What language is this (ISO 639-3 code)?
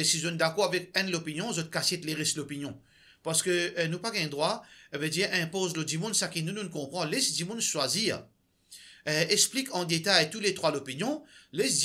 mfe